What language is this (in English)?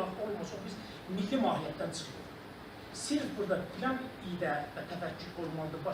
South Azerbaijani